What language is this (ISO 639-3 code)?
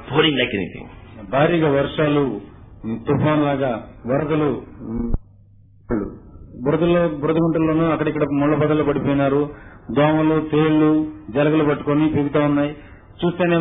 tel